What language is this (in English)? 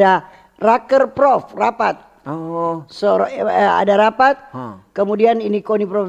Manado Malay